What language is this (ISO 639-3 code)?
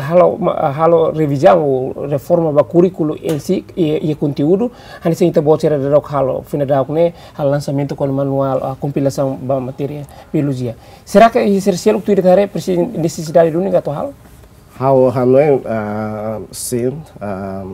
tet